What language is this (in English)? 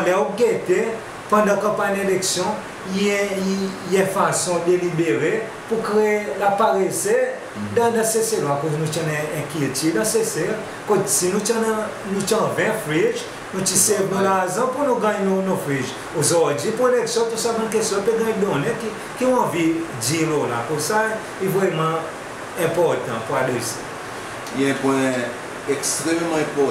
Seselwa Creole French